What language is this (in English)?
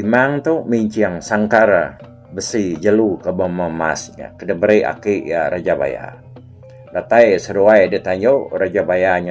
Iban